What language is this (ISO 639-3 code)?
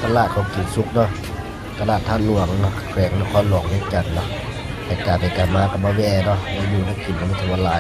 lao